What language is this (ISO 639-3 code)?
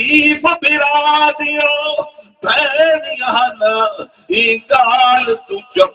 skr